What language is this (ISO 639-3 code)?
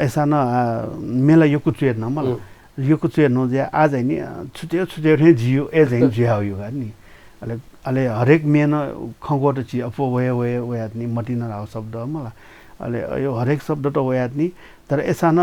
new